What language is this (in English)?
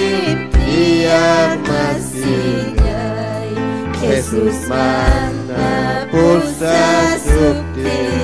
Ayacucho Quechua